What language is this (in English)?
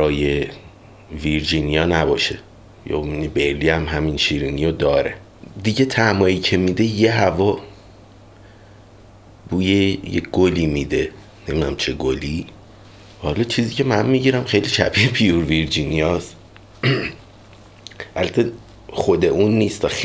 Persian